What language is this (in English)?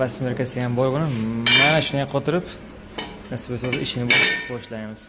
Uzbek